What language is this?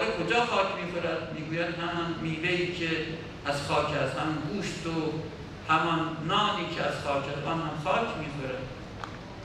Persian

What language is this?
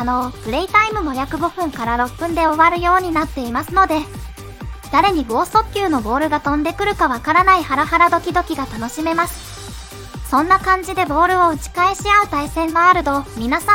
Japanese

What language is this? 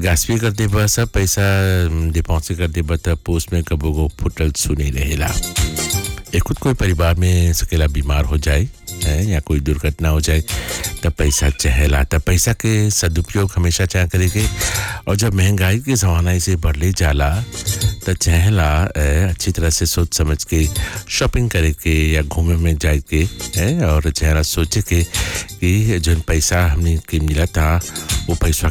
Bhojpuri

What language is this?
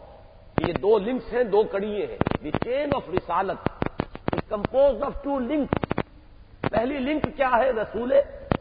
Urdu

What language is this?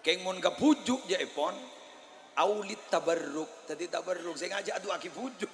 Madurese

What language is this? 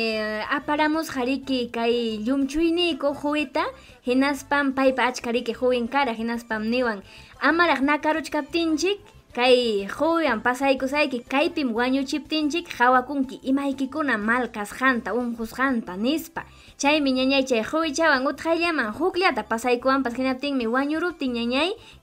Ayacucho Quechua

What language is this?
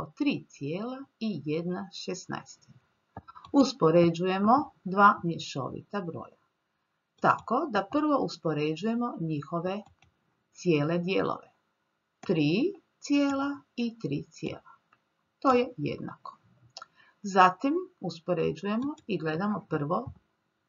Croatian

